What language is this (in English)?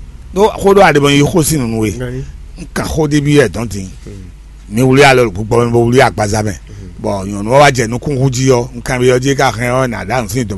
Fon